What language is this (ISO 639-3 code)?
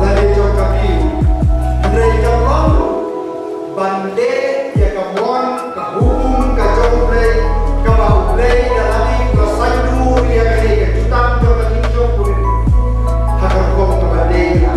kha